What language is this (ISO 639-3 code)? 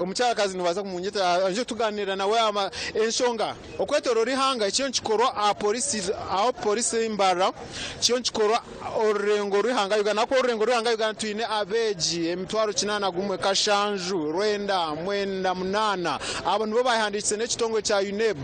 nyn